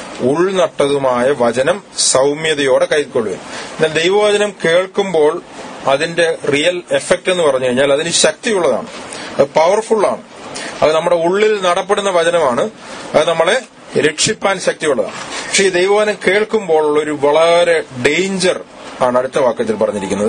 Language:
Malayalam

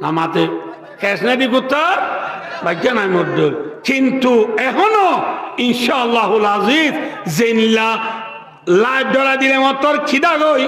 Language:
Rohingya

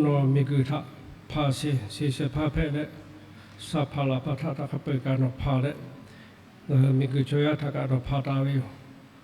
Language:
Lahu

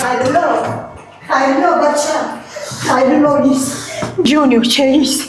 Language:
Tajik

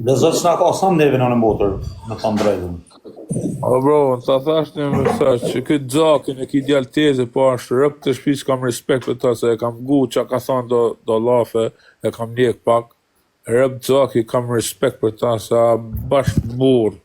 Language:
Albanian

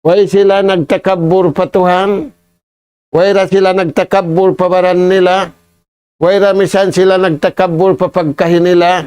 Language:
Tausug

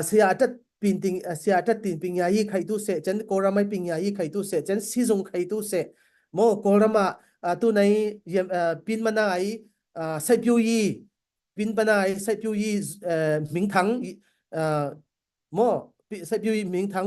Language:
Falam Chin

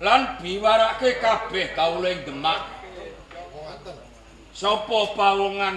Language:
Javanese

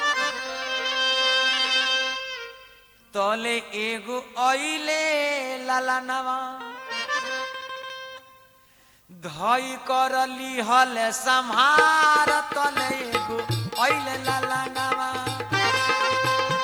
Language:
Bhojpuri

